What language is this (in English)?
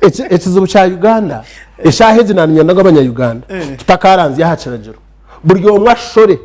Nyankole